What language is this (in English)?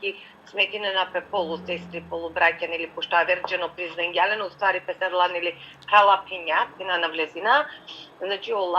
Balkan Romani